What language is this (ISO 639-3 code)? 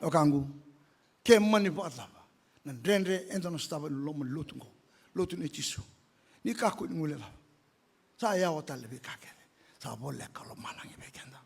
fij